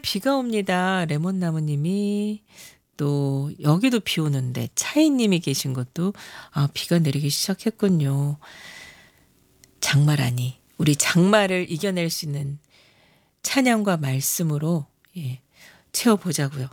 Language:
Korean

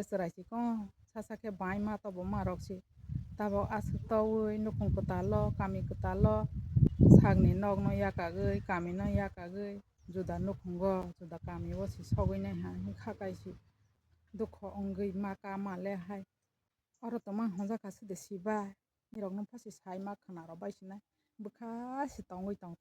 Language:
Kok Borok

